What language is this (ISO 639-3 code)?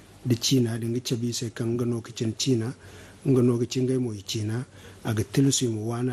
dje